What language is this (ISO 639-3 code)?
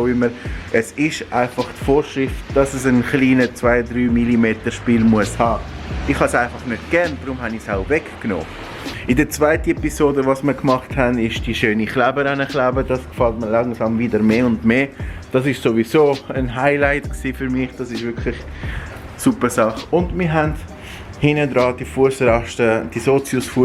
gsw